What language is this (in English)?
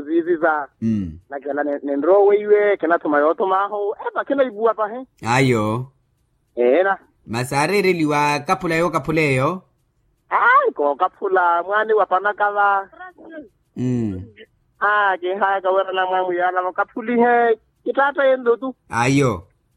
Makhuwa